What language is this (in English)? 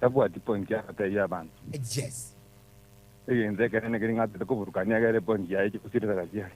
Gusii